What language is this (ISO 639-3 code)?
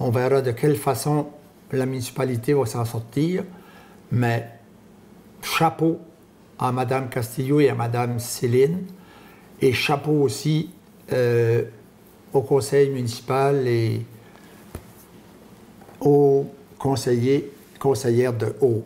fra